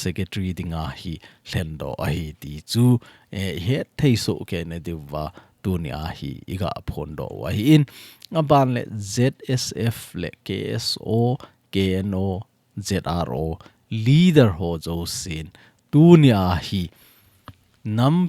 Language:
Thado Chin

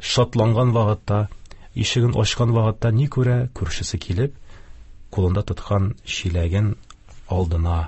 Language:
Tatar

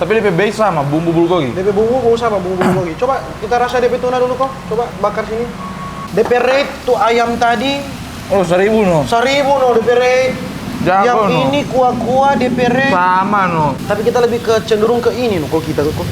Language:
Manado Malay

